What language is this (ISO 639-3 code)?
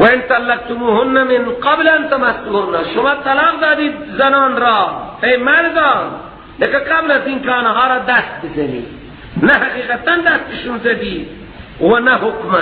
fas